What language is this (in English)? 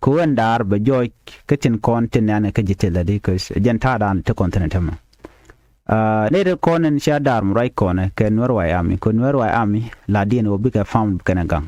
Nuer